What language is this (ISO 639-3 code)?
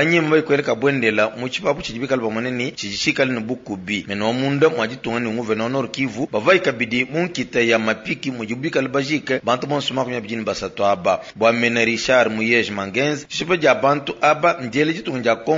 lua